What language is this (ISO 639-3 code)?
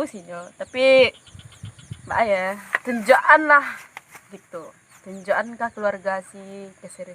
min